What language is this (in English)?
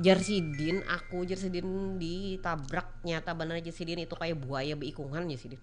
Banjar